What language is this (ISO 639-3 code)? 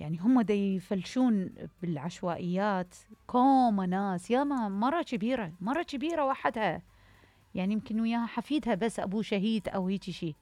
acm